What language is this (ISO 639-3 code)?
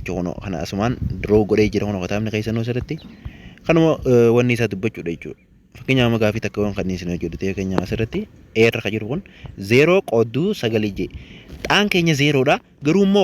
orm